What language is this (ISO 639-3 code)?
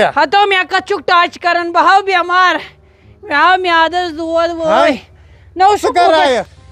kas